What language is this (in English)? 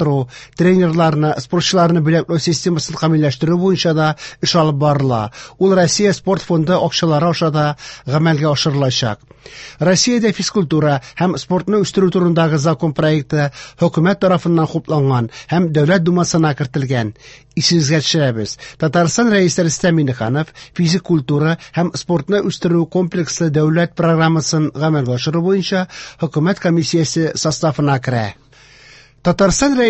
Tatar